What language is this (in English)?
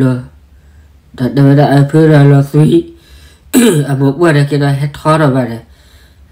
S'gaw Karen